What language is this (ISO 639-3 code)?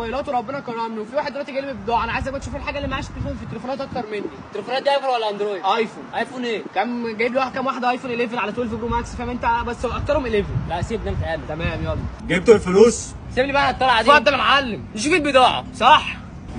arz